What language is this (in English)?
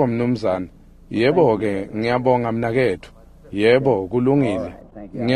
Swati